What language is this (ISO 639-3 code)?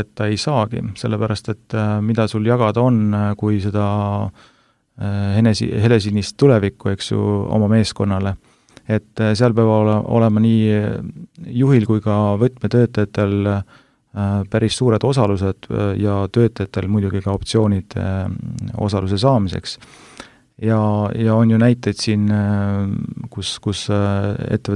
est